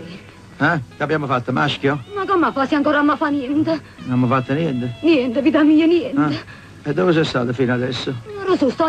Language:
Neapolitan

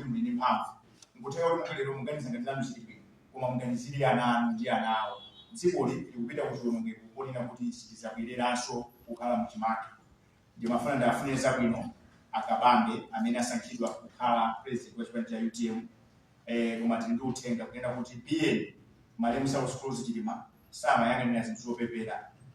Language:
Nyanja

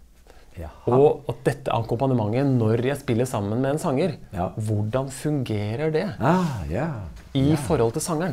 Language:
Norwegian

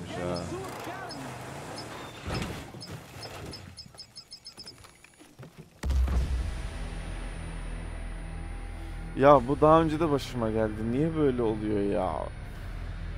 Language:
Turkish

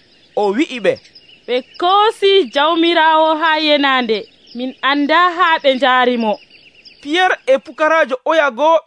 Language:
Nigerian Fulfulde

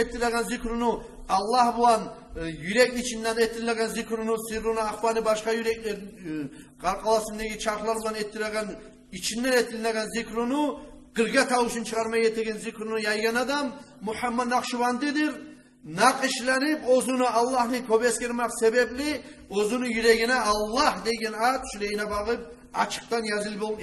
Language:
Kumyk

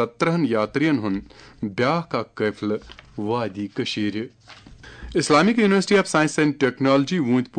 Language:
Kashmiri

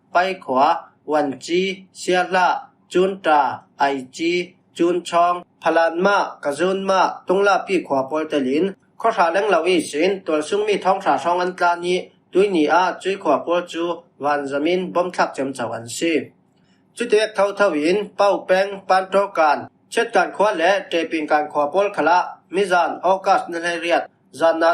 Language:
Falam Chin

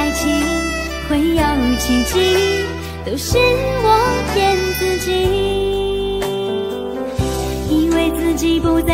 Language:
Chinese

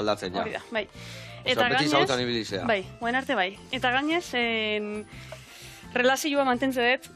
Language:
Basque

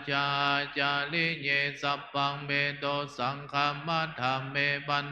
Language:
Pali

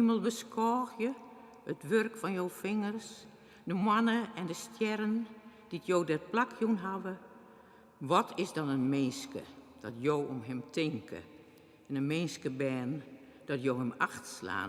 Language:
Western Frisian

